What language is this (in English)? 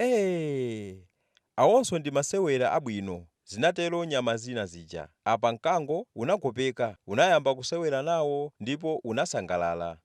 Nyanja